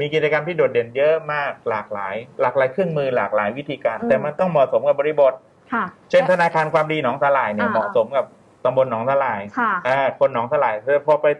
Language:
Thai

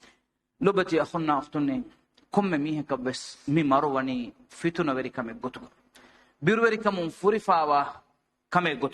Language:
Divehi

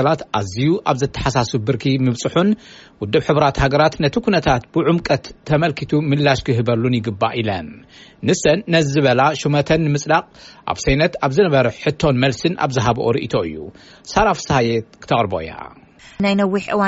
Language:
Tigrinya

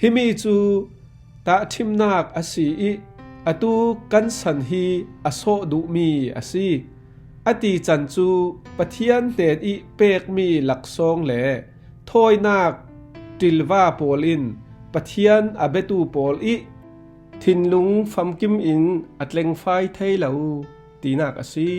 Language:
Falam Chin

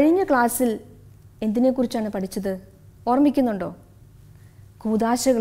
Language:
Malayalam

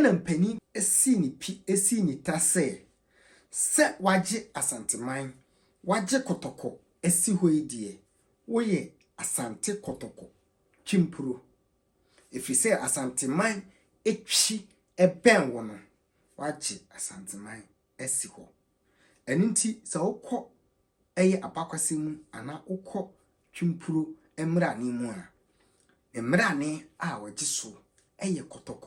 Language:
Akan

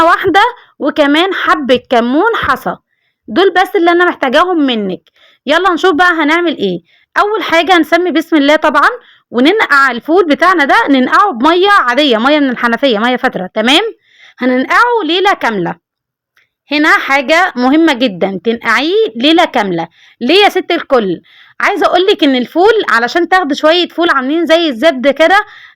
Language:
Egyptian Arabic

